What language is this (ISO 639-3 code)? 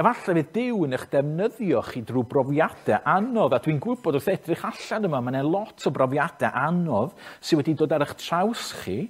cym